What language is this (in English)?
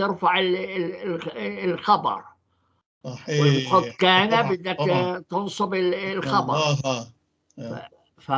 North Levantine Arabic